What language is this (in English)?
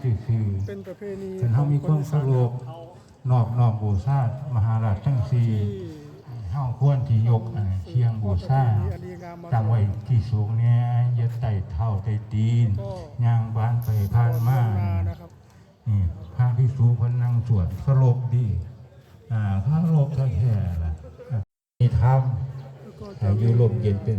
Pali